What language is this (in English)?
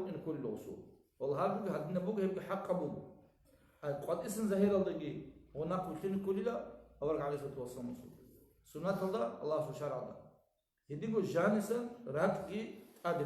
Avaric